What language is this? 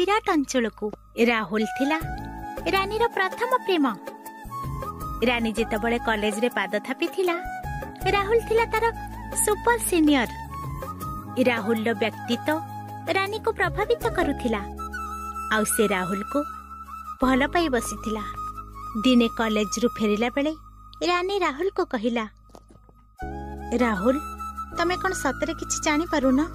Odia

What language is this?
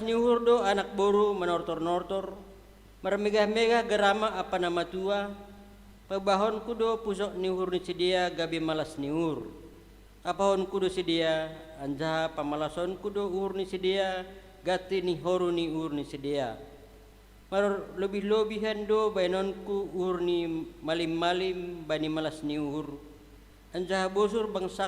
Batak Simalungun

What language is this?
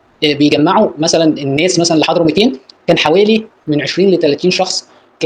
Egyptian Arabic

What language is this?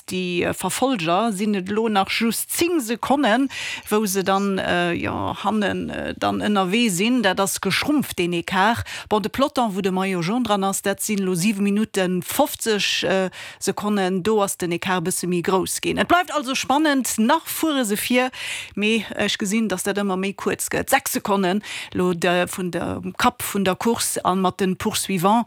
Luxembourgish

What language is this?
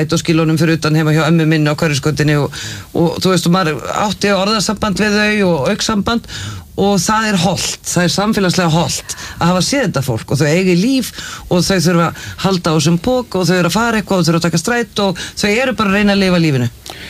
Icelandic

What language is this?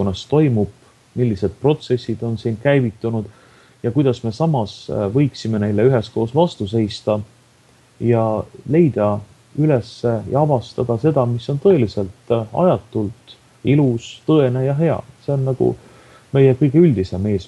Estonian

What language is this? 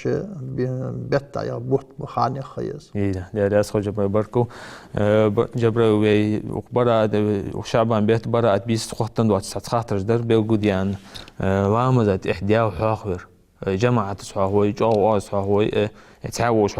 Ingush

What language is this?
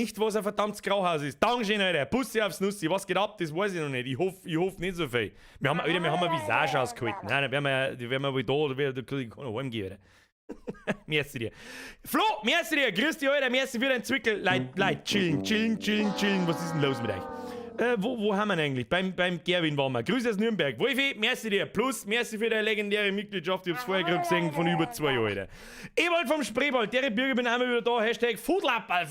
Bavarian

